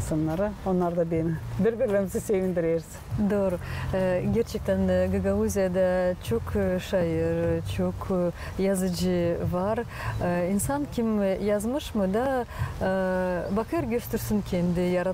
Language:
Gagauz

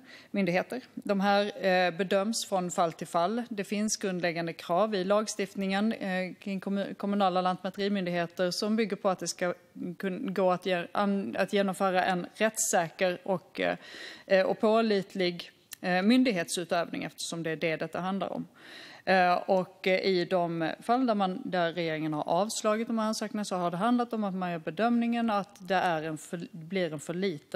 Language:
Swedish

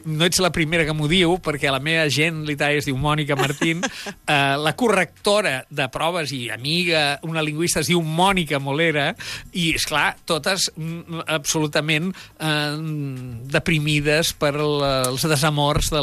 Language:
Catalan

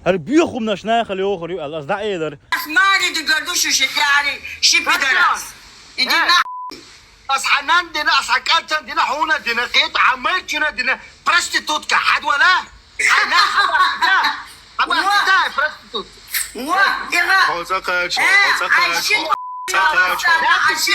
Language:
Chechen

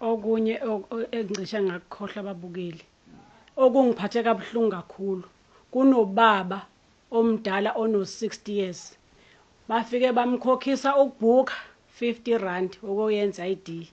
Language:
Zulu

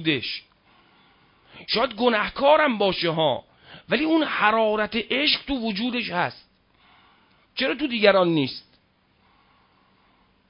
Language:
Persian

